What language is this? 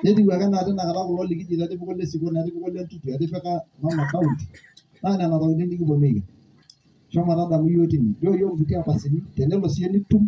Masai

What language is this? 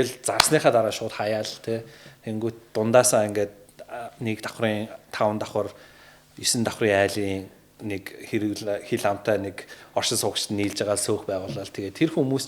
Mongolian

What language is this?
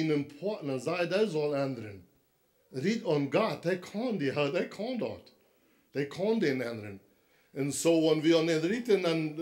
Plautdietsch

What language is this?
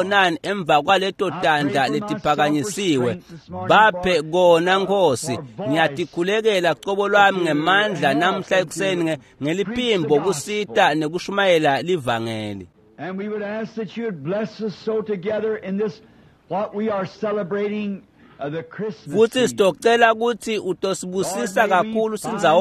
Swati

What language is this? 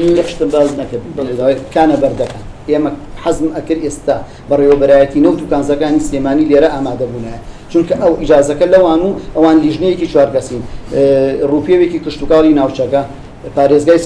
Central Kurdish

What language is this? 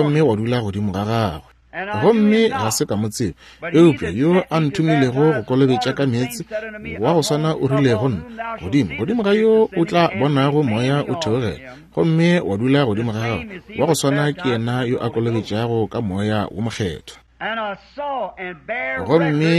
Northern Sotho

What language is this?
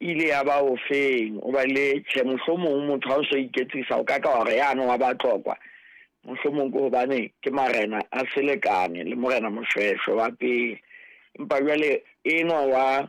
Southern Sotho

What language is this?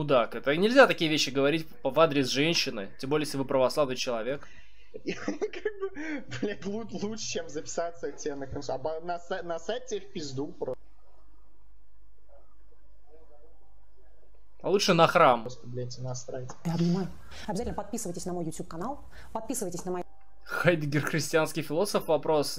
Russian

